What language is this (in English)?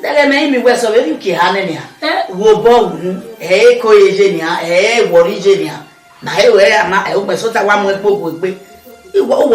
Bini